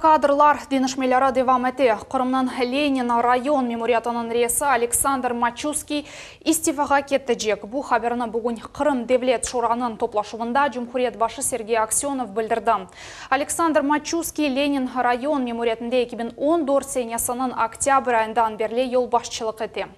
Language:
Crimean Tatar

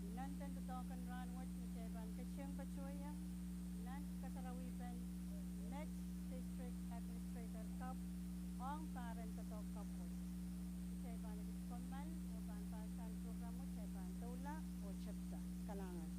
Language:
Pohnpeian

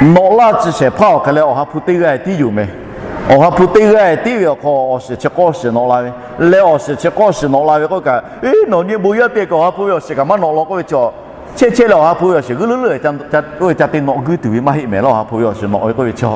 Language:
Lahu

